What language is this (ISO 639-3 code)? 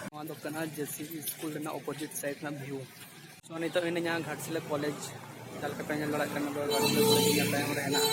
sat